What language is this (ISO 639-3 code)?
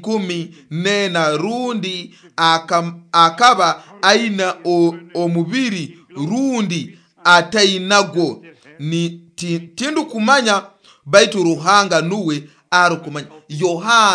nyo